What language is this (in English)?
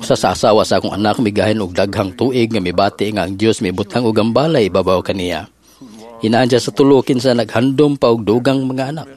Cebuano